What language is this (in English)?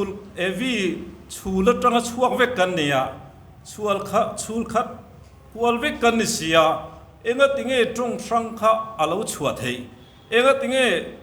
Mizo